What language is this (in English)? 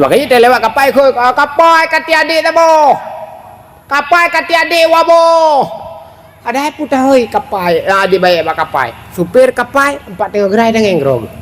Achinese